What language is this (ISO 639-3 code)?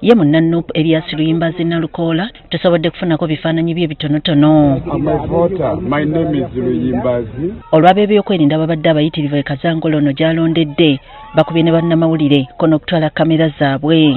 lug